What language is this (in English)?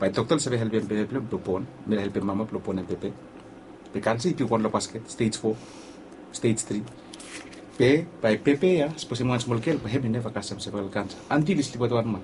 Bislama